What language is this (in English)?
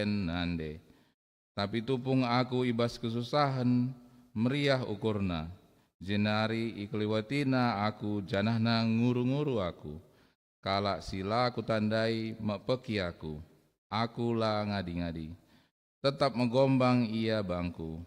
Batak Karo